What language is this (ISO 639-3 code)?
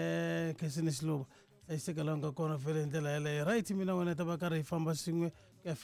tso